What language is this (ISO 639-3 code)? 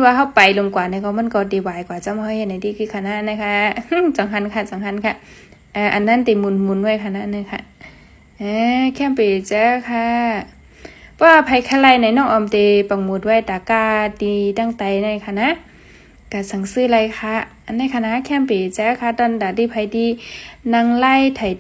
shn